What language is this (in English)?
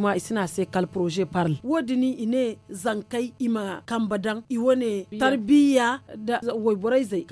Zarma